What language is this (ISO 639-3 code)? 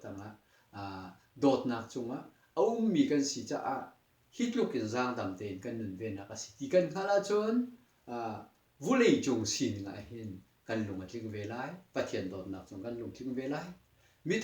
cnh